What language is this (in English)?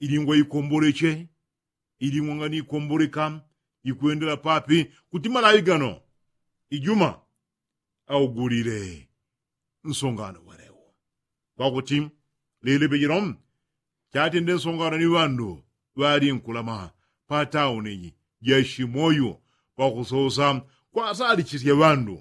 Yao